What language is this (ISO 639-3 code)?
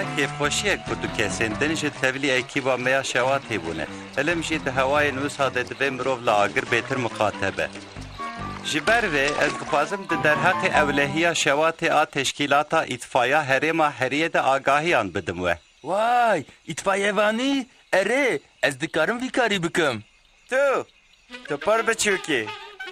kur